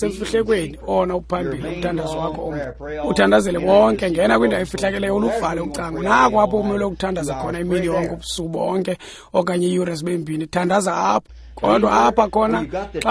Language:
Xhosa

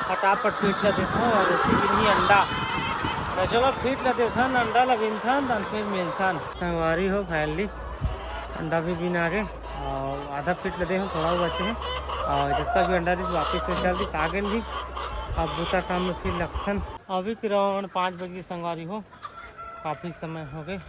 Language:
Chhattisgarhi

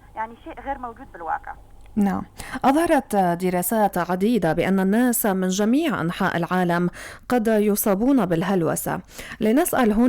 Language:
North Levantine Arabic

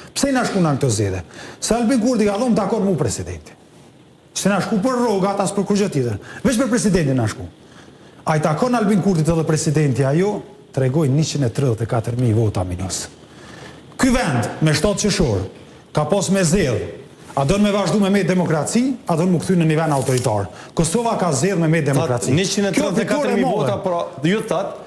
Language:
Albanian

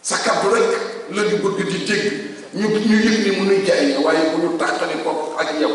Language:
Wolof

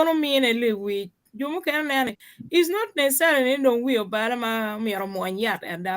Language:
Acoli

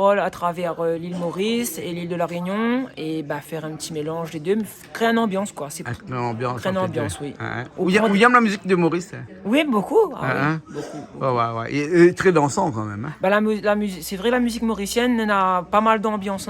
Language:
Réunion Creole French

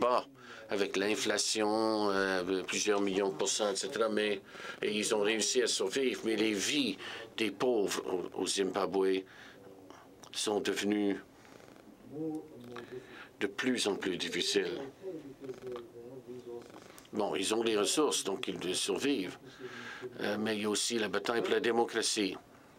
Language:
French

